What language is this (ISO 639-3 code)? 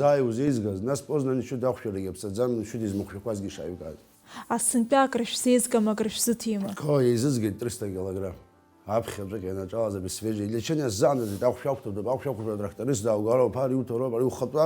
abk